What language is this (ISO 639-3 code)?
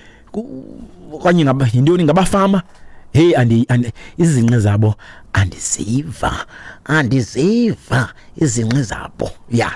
xho